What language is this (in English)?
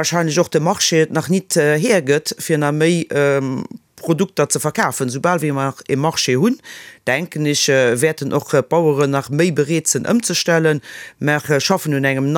Luxembourgish